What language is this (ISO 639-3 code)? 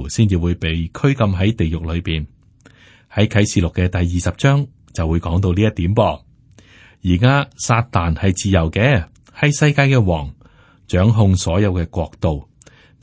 yue